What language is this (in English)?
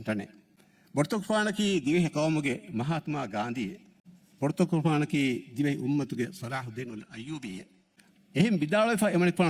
Divehi